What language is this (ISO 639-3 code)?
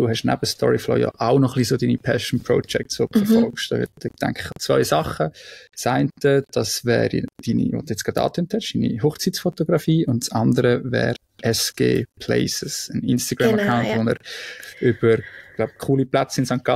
gsw